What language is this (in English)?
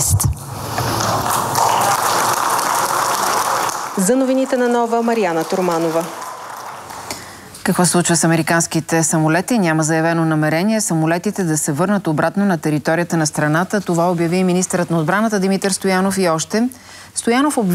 Bulgarian